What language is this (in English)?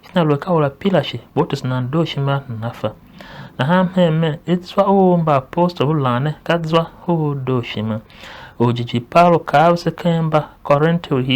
Tiv